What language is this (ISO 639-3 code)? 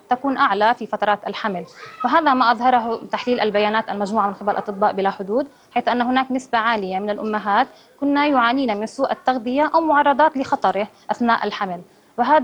ara